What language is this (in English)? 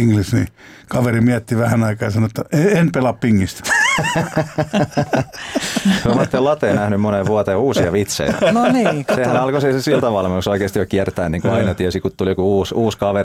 Finnish